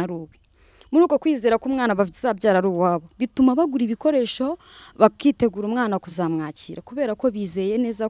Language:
Kinyarwanda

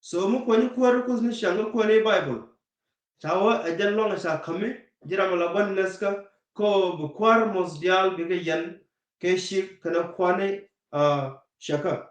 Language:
Nuer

